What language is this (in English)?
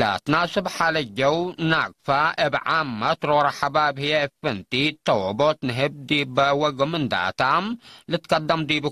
Tigre